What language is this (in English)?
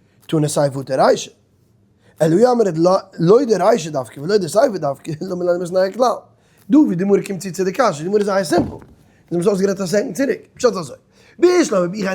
Yiddish